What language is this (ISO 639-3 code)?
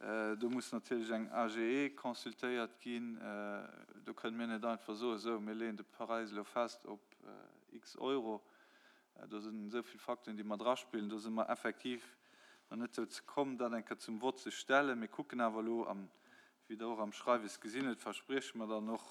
ltz